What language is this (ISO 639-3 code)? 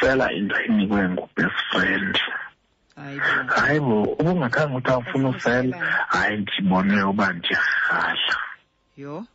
xho